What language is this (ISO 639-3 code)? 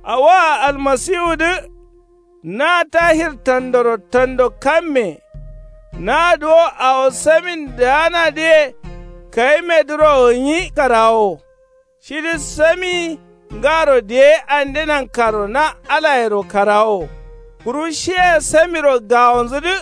kau